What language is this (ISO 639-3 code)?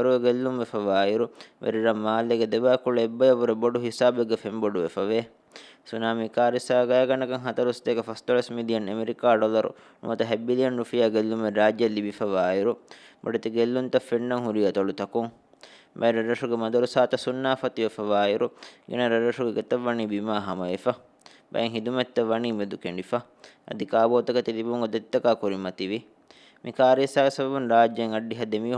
div